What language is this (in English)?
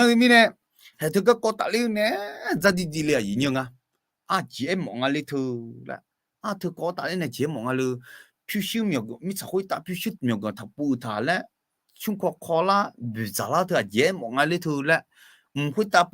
Akha